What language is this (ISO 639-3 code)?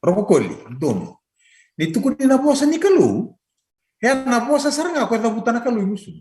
fij